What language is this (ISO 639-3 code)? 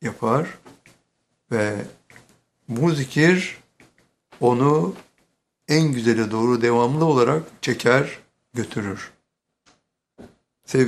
tur